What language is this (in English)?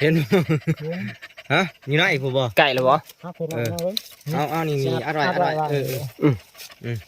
Northeastern Thai